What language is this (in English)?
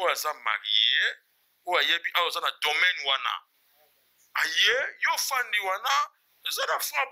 Lingala